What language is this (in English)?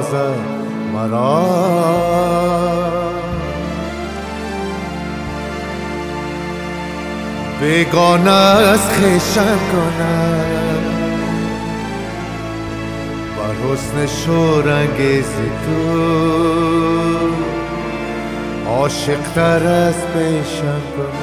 Persian